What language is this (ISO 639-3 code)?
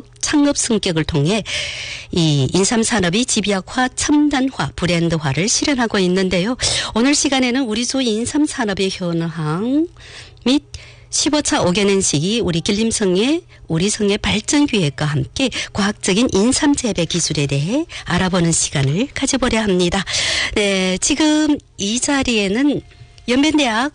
kor